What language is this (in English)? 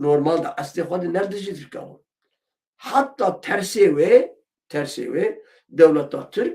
Kurdish